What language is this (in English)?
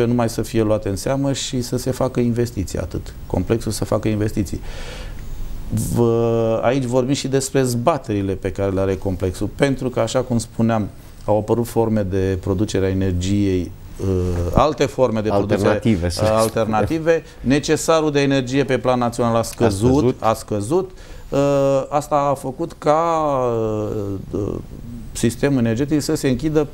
Romanian